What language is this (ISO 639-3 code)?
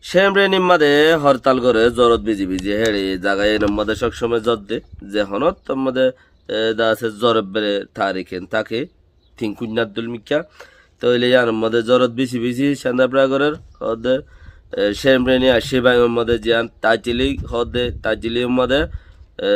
rhg